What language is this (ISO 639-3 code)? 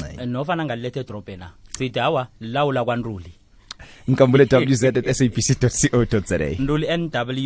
nbl